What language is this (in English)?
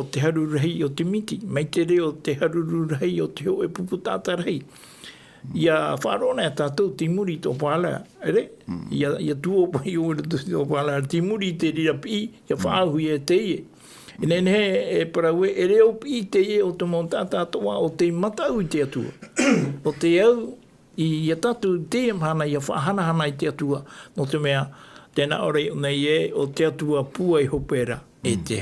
Tahitian